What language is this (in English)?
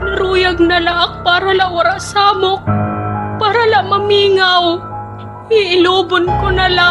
Waray